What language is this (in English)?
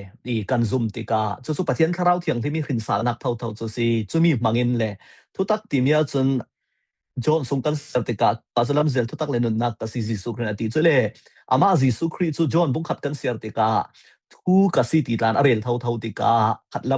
Falam Chin